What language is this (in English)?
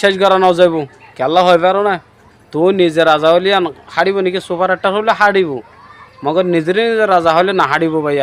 Rohingya